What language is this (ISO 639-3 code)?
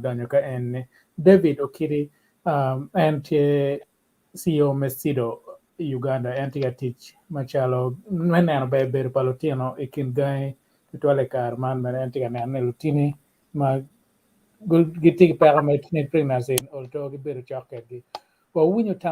ach